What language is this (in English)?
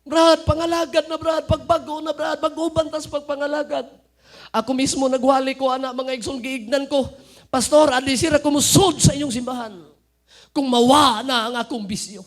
Cebuano